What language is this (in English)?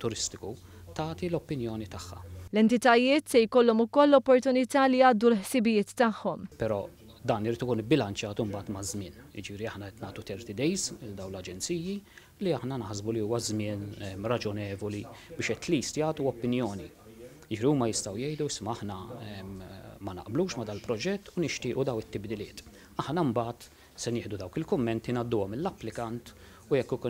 Maltese